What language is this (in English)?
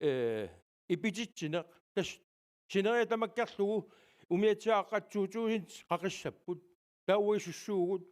Kalaallisut